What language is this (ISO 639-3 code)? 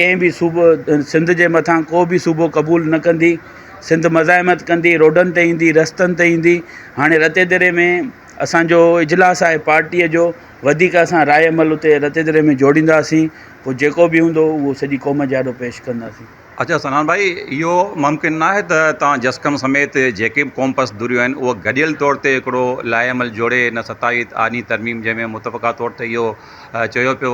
snd